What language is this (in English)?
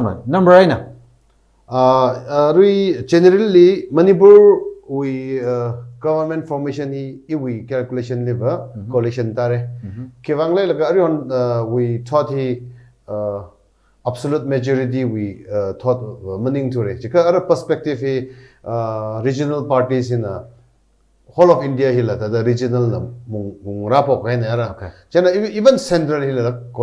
Tangkhul Naga (India)